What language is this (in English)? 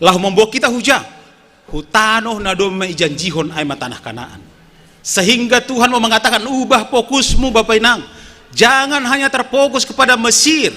Batak Simalungun